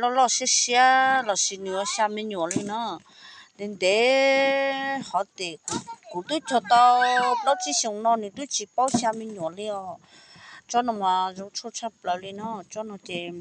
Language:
Hmong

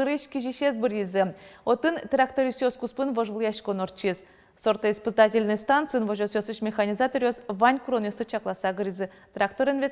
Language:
Udmurt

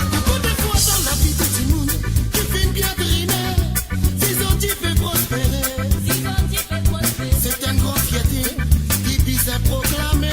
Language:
Morisyen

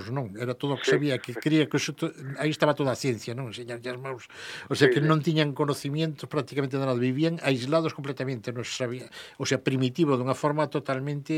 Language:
Galician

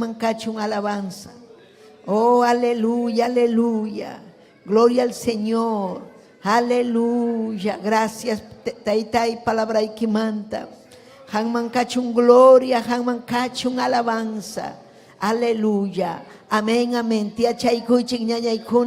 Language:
Ayacucho Quechua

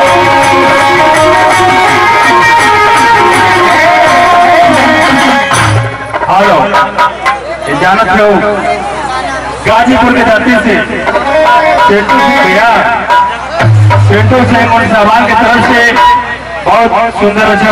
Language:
Bhojpuri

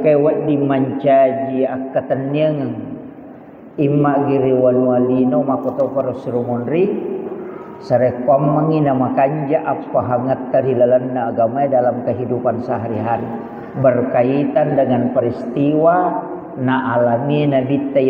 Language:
Buginese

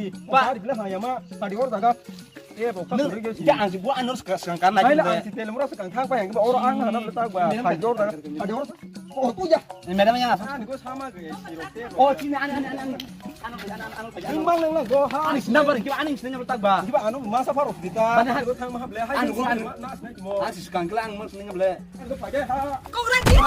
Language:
Kok Borok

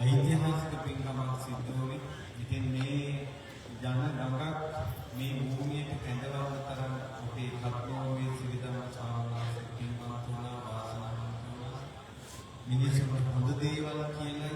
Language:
Sinhala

